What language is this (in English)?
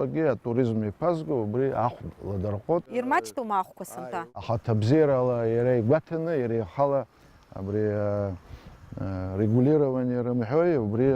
Abkhazian